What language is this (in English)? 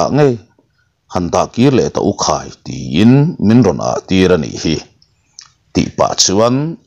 Mizo